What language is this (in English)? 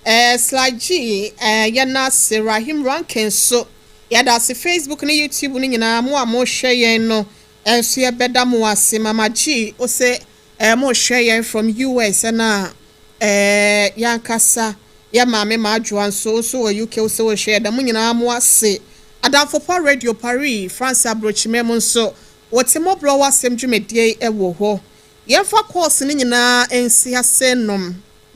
Akan